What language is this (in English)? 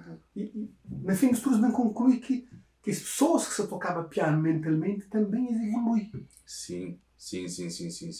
Kabuverdianu